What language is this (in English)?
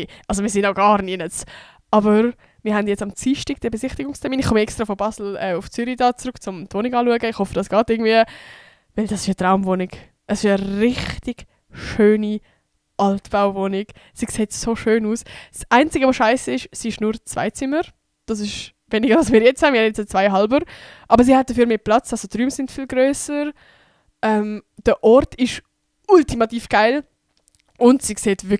Swiss German